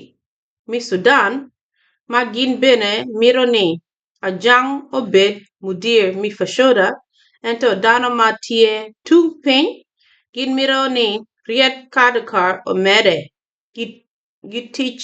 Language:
Acoli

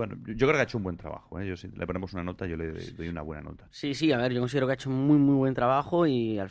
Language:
Spanish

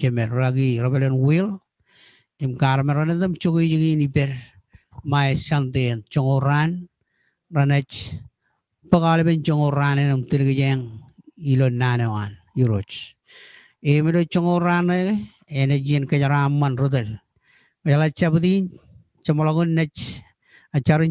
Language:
Marshallese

